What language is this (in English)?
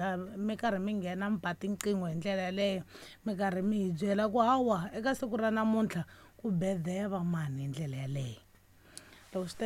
Tsonga